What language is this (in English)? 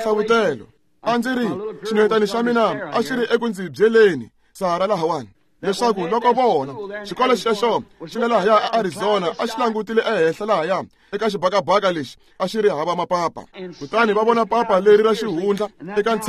Tsonga